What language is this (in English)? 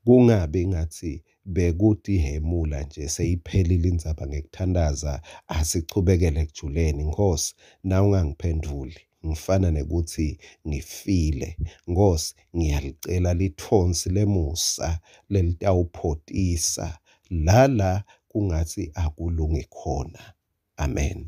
Swati